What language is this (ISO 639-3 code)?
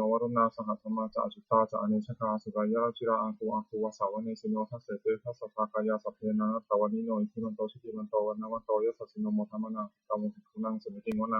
pli